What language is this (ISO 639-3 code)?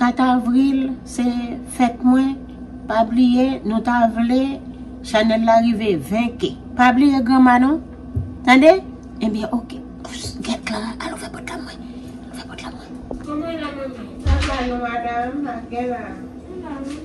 hat